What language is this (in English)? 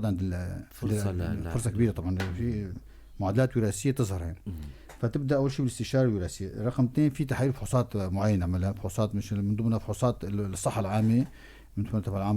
North Levantine Arabic